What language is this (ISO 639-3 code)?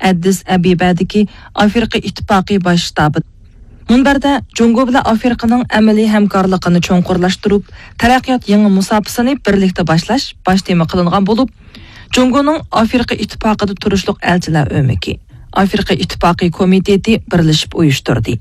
uig